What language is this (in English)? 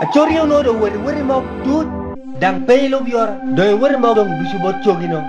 Lango (Uganda)